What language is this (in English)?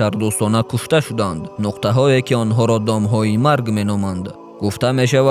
Tajik